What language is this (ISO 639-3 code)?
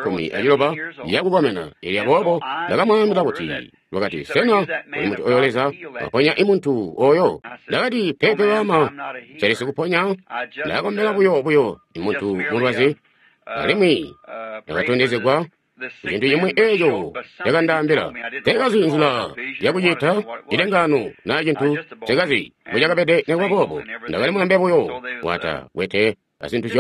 toi